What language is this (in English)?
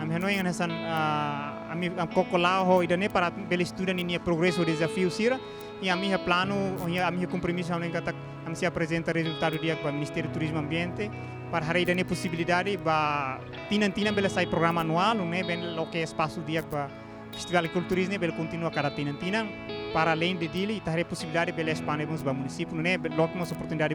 Tetum